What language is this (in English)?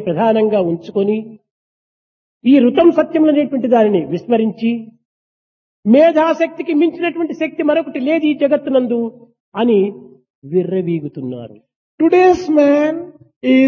Telugu